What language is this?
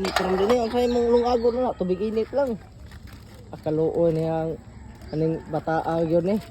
Cebuano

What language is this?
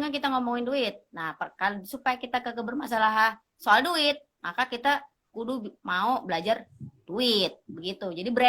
Betawi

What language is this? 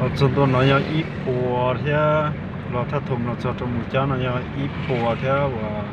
Hmong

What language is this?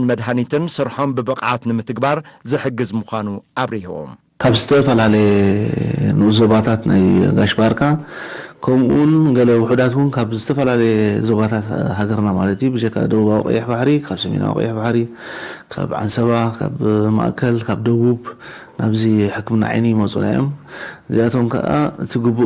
Tigrinya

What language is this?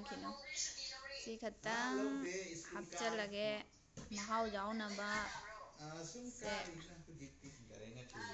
Manipuri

